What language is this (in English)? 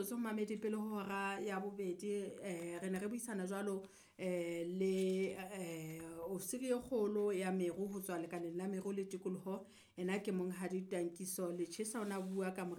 Southern Sotho